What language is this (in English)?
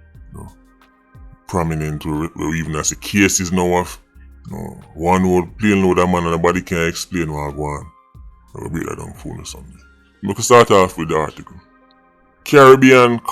Jamaican Creole English